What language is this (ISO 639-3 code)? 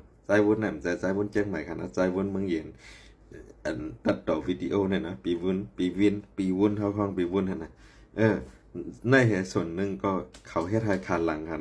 shn